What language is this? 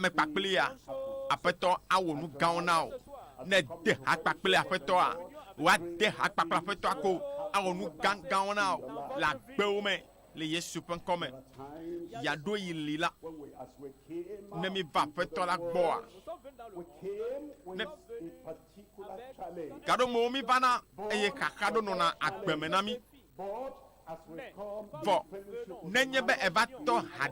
Ewe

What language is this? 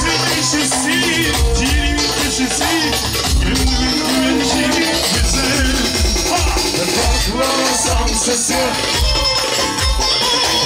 Turkish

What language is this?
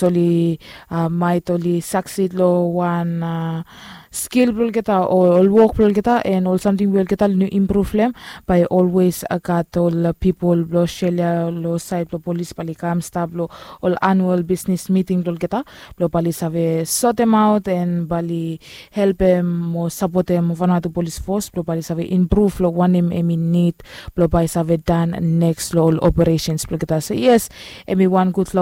Bislama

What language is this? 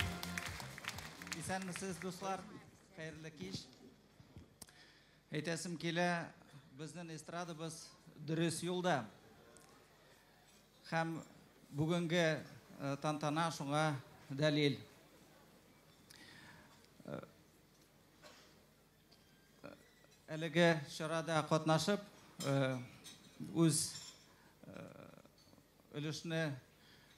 Tatar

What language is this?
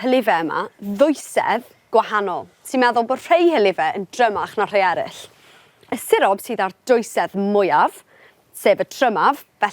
Welsh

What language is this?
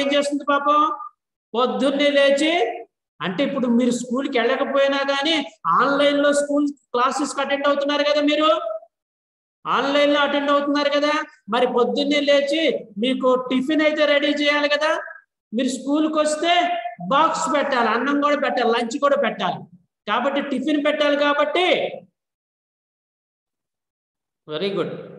Telugu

